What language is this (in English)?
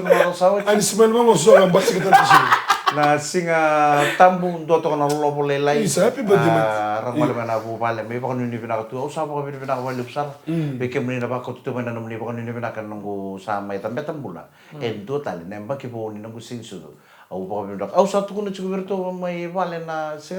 Fijian